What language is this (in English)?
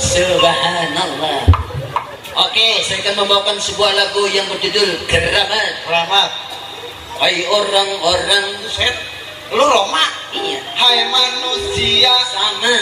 Betawi